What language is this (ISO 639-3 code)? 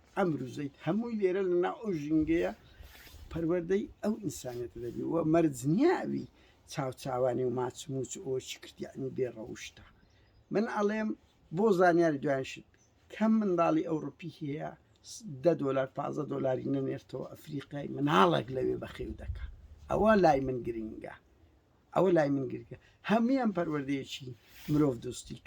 ckb